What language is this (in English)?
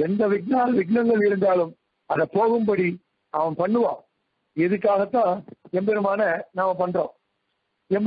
Tamil